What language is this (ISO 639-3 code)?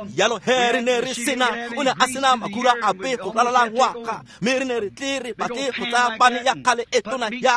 tsn